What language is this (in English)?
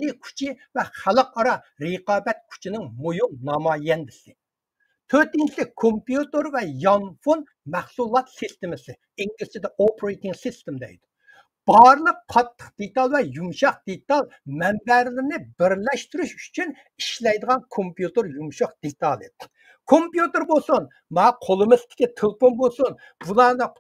Uyghur